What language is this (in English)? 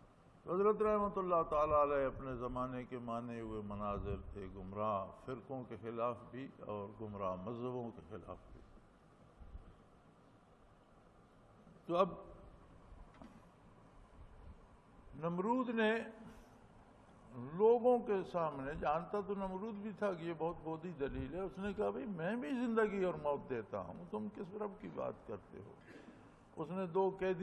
Urdu